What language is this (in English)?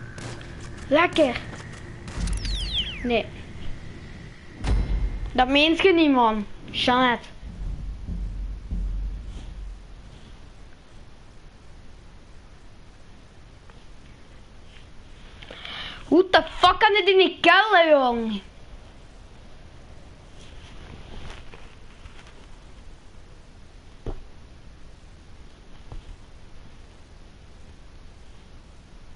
Dutch